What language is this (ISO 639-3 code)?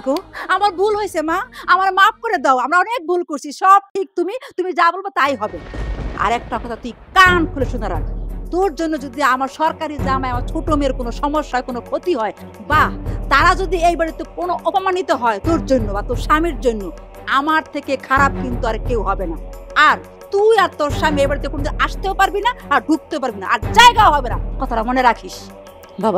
ben